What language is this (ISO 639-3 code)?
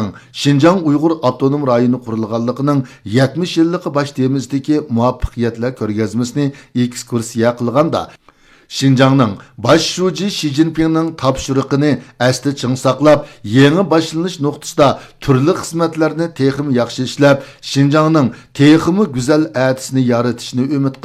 uig